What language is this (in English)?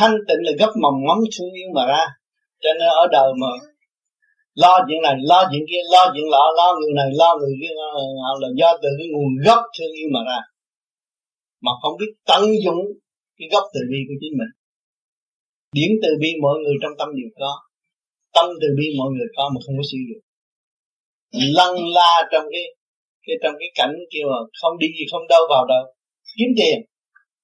Vietnamese